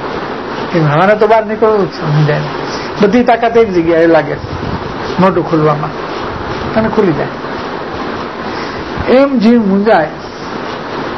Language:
Gujarati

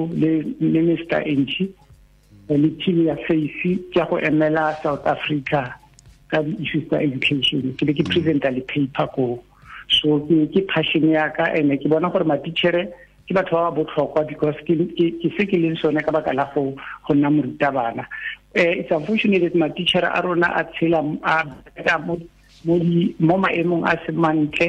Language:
Tswana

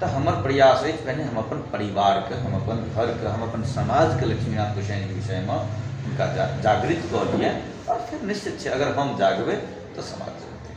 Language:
Maithili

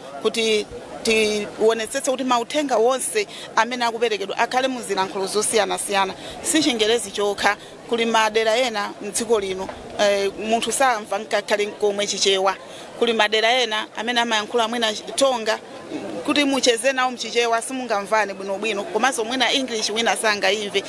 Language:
Nyanja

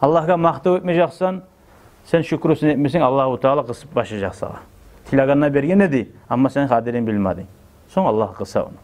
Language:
Kumyk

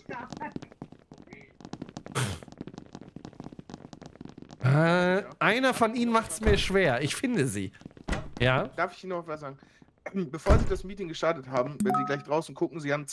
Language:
German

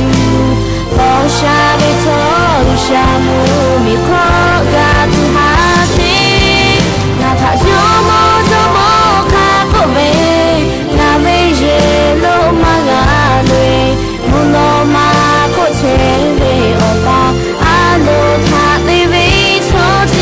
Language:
Lahu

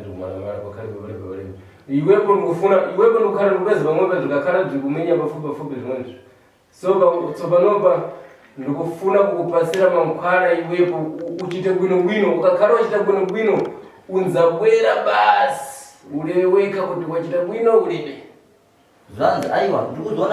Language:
Shona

